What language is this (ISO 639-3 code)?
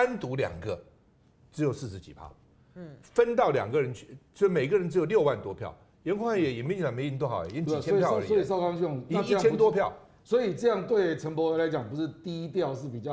zho